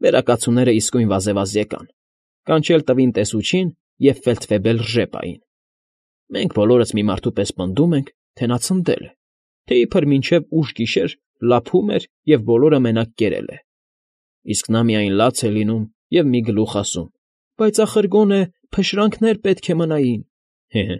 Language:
Armenian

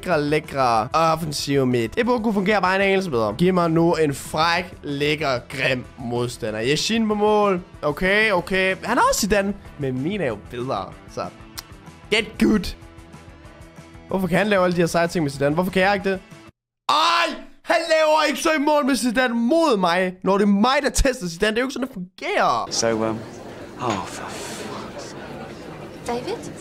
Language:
Danish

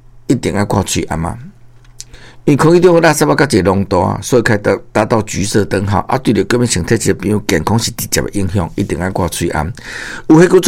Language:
Min Nan Chinese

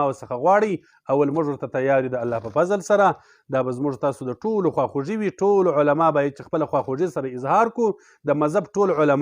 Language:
Pashto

